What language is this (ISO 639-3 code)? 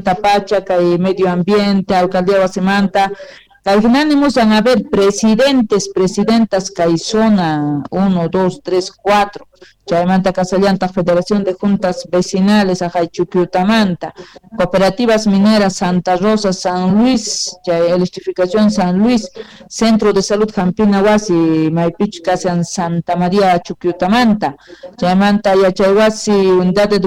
que